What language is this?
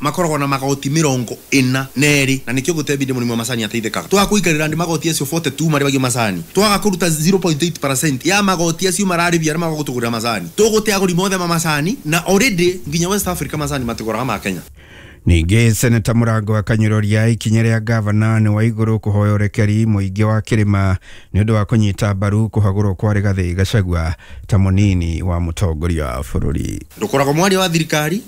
Kikuyu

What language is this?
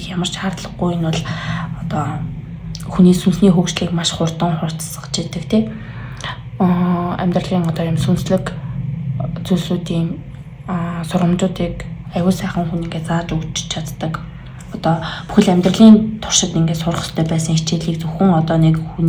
Mongolian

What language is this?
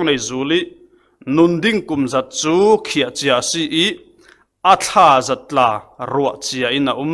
Falam Chin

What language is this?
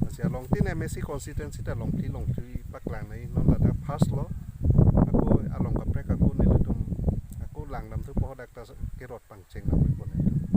Karbi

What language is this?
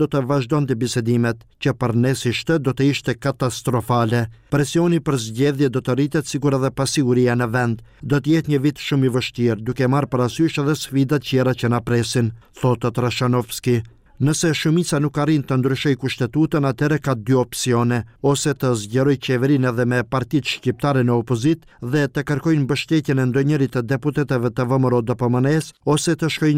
Albanian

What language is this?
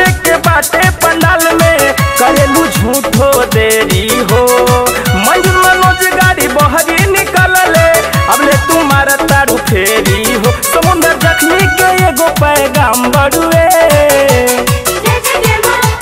Bhojpuri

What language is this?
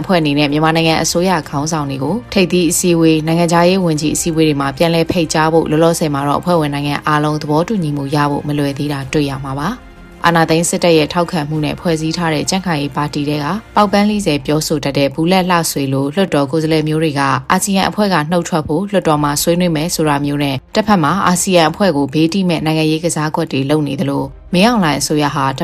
Burmese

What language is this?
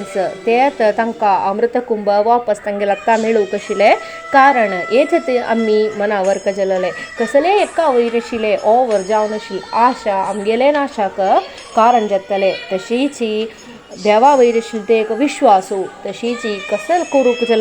Konkani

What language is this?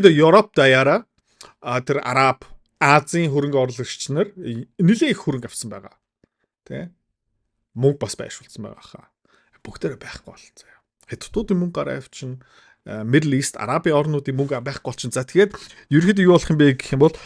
Mongolian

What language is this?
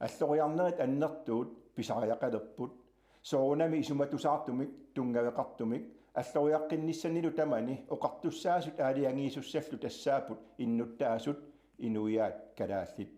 Kalaallisut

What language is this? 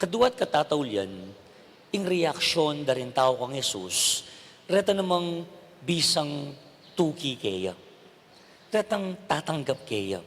Pampanga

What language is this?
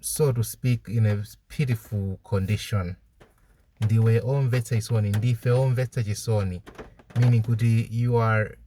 English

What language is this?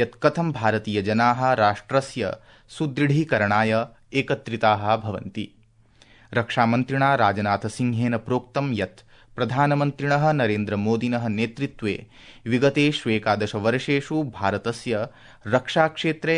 Sanskrit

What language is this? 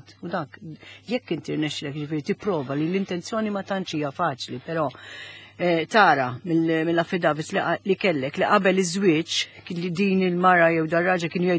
Maltese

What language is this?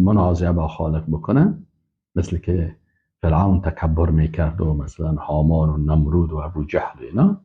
Persian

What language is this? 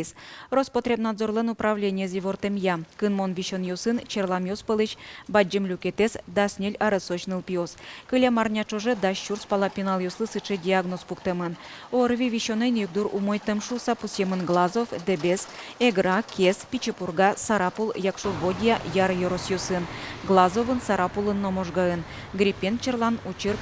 Udmurt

